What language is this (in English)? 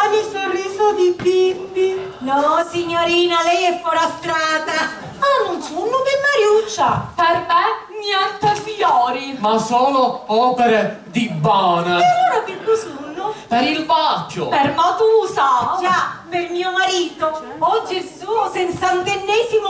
Sicilian